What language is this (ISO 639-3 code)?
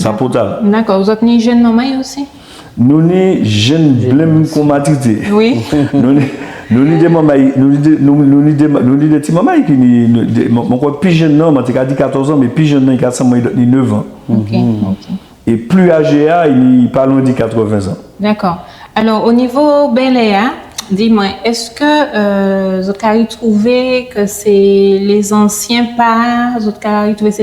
gcf